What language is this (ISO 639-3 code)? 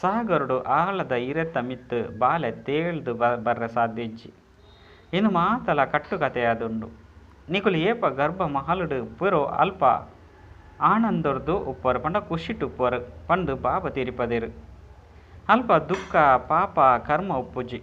tcy